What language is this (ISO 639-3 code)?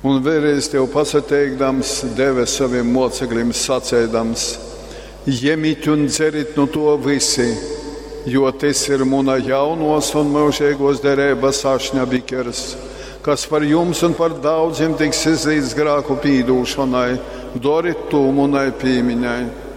ltg